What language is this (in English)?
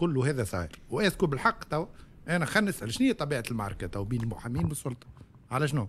Tunisian Arabic